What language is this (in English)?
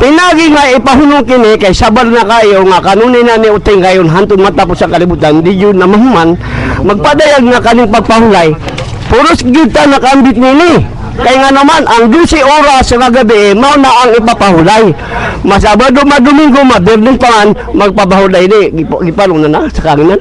Cebuano